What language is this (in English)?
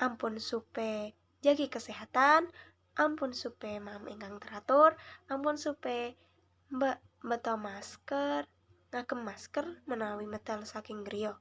Javanese